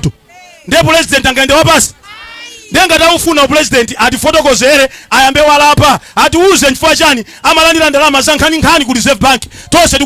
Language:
Nyanja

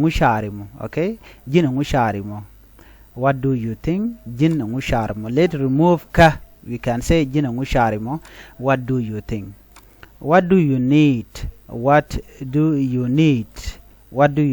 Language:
Nuer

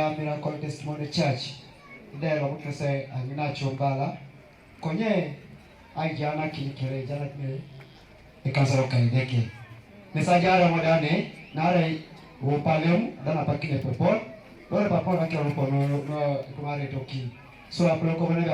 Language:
Teso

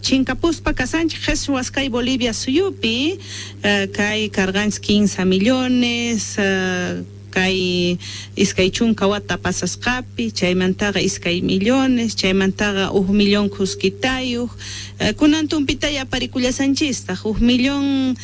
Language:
South Bolivian Quechua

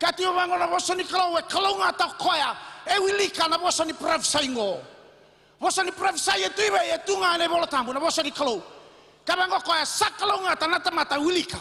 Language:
Fijian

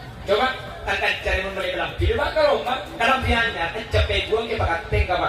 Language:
Madurese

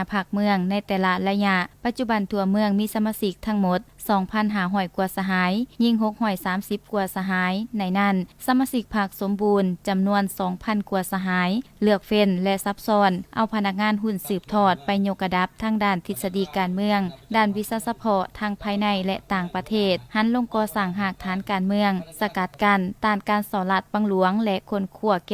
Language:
Lao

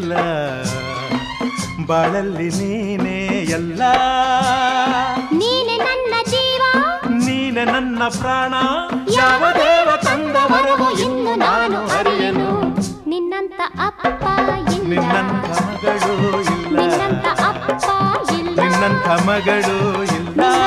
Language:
Kannada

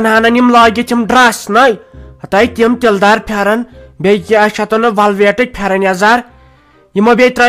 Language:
Kashmiri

